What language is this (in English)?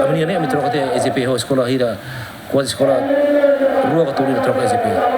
Tetum